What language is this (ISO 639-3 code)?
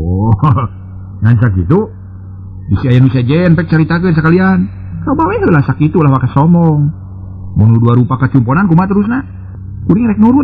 sun